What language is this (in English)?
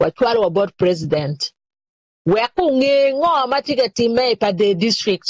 Acoli